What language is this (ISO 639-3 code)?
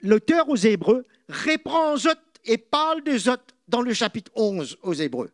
mfe